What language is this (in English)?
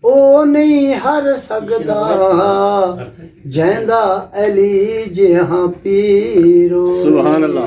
Saraiki